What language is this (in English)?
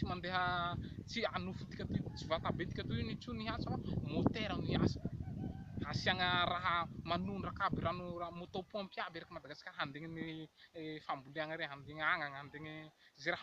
Malagasy